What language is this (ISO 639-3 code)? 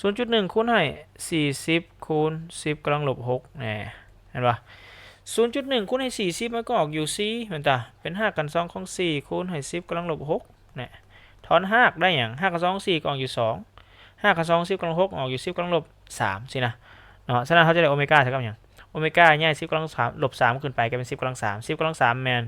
lao